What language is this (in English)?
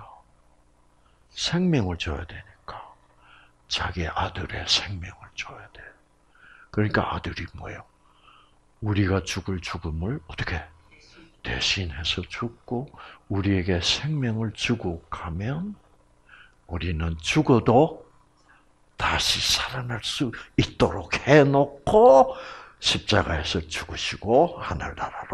Korean